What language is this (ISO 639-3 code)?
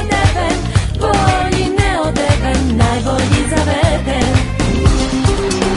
srp